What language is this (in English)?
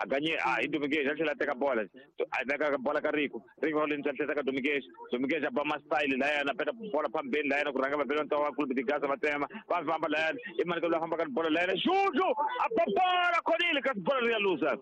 Tsonga